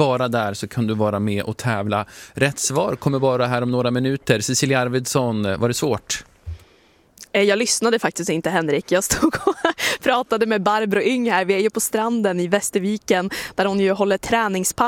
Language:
Swedish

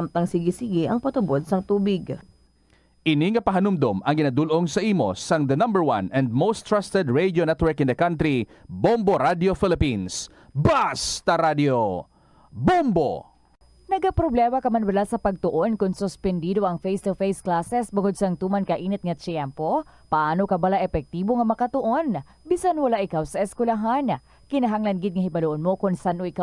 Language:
Hiligaynon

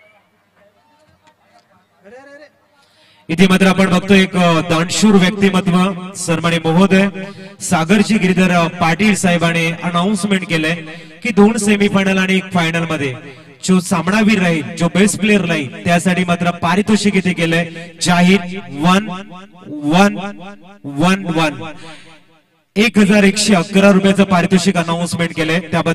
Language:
Marathi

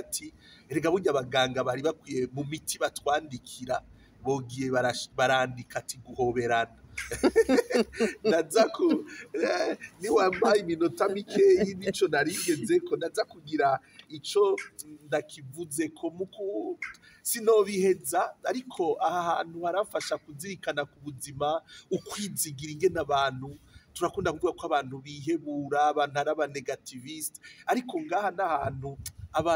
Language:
Rundi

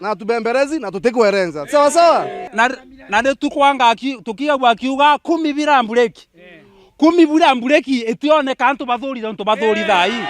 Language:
Meru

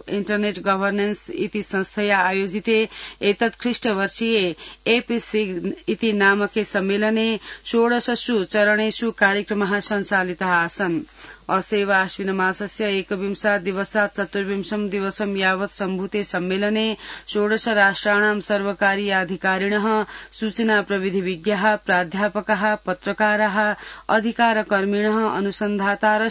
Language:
Sanskrit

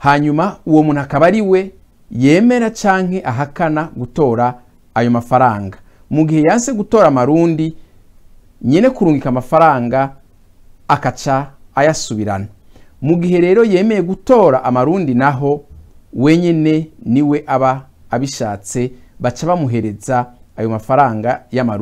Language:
Rundi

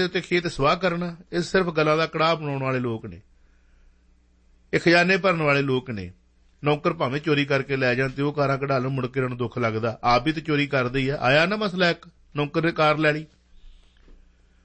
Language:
Punjabi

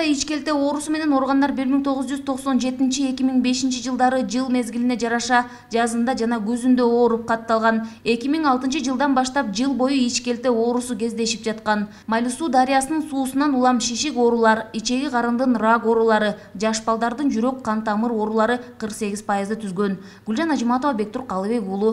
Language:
Kyrgyz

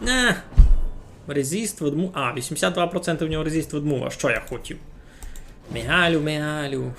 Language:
Rusyn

